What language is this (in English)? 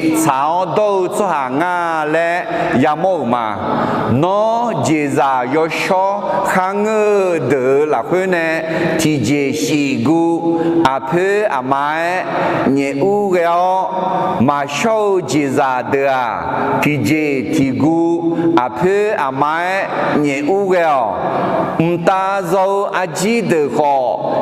Akha